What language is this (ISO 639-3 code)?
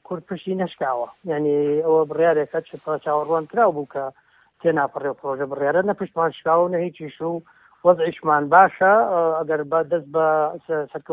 ckb